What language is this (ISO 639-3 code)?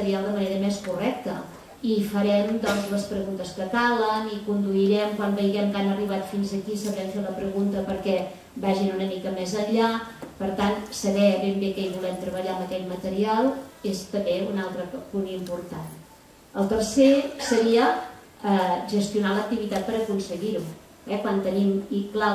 cat